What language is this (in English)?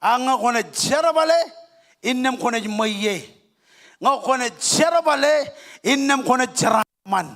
Marshallese